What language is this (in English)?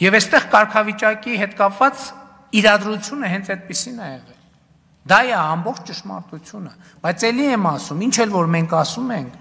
Armenian